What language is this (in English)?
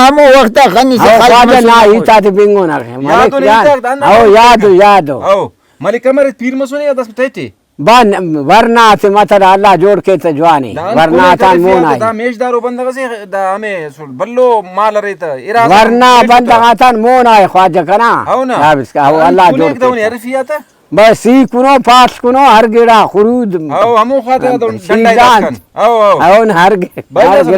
Brahui